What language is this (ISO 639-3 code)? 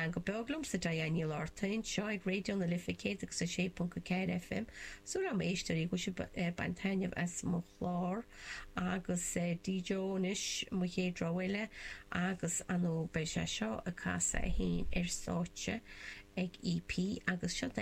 gle